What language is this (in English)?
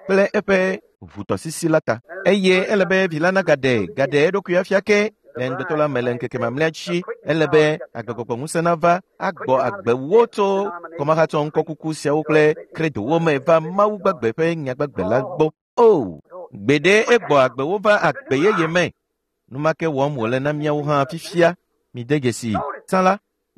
Ewe